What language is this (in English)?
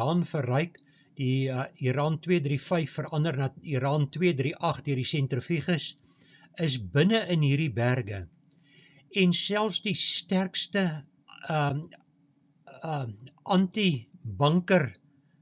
Afrikaans